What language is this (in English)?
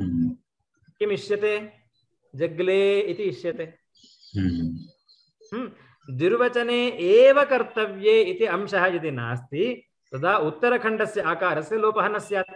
Sanskrit